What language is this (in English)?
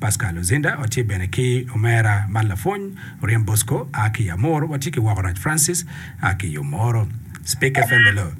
Acoli